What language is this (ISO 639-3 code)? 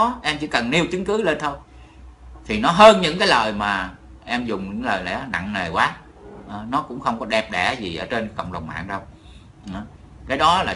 vie